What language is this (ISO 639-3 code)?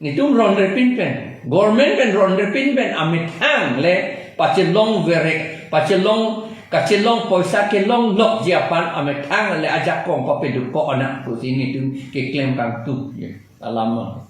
mjw